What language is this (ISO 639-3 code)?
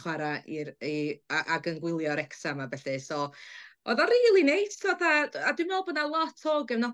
cym